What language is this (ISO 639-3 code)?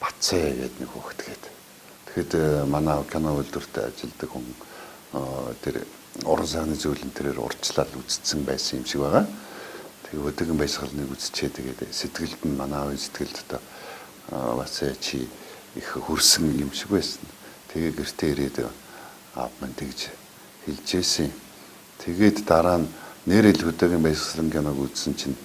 mon